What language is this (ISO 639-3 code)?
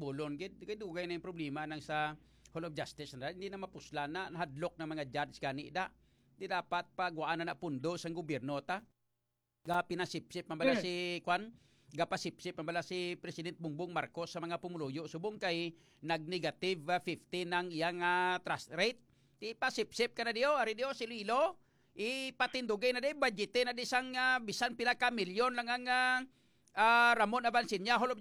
hil